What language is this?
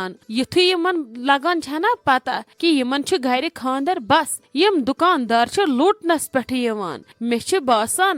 Kashmiri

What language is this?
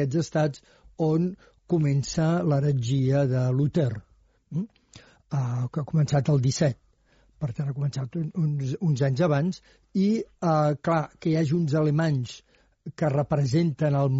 Catalan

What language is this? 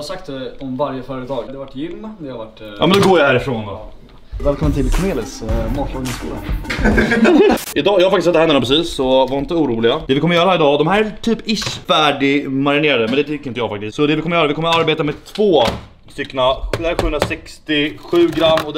Swedish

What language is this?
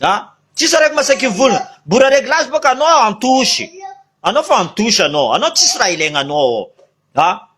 Malagasy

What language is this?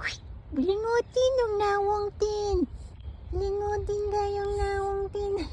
Cebuano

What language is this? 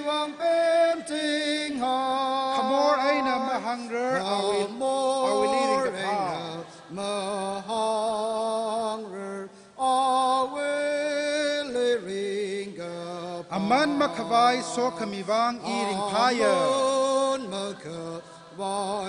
Tangkhul Naga (India)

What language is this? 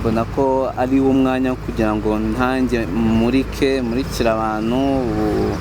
Kinyarwanda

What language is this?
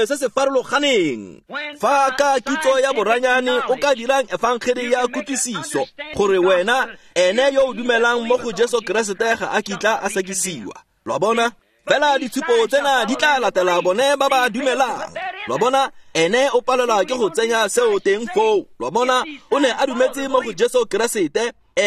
Tswana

